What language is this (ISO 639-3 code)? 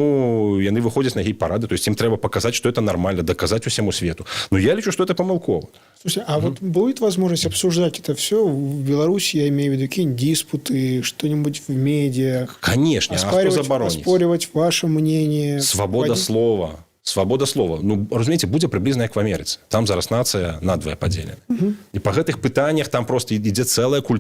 bel